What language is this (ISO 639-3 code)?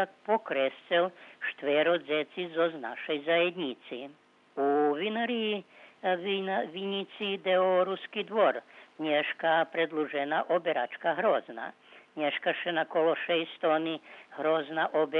rue